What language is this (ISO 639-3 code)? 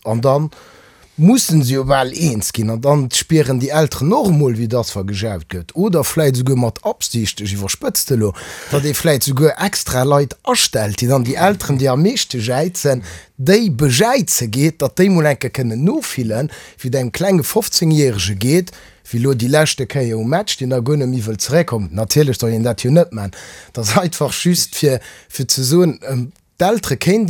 ltz